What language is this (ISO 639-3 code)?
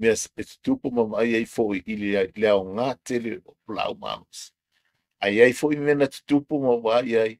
smo